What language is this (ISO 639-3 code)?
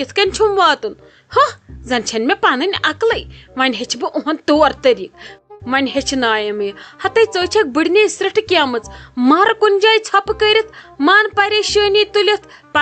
kas